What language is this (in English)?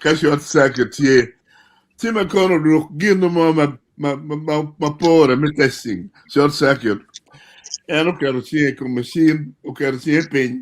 Acoli